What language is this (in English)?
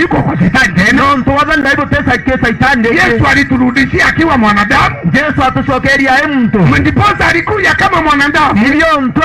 Meru